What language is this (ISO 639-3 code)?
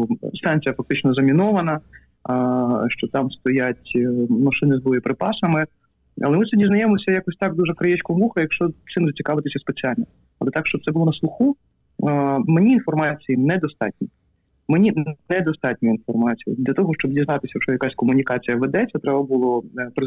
ukr